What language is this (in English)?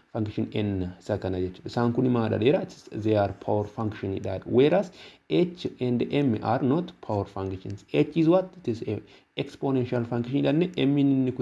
Oromo